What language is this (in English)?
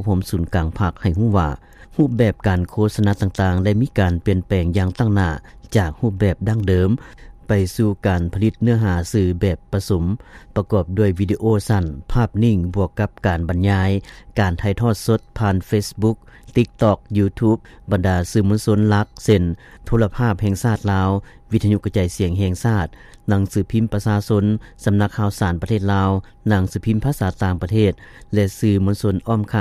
Lao